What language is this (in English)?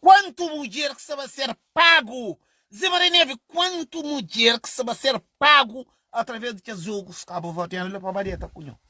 Kabuverdianu